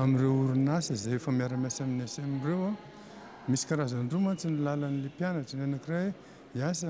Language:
Malagasy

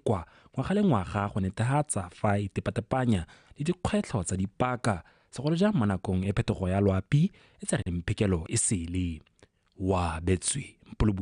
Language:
Tswana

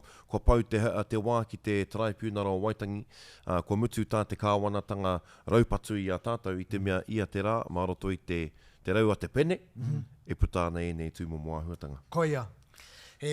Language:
Māori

